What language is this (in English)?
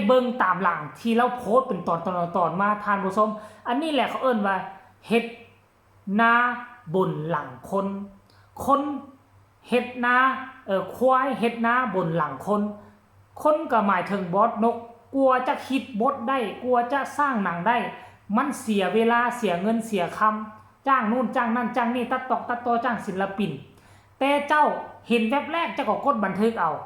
Lao